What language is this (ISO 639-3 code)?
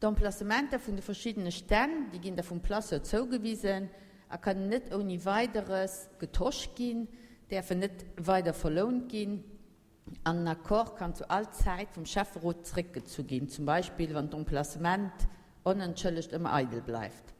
ltz